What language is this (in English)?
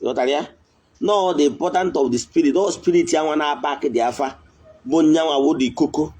Igbo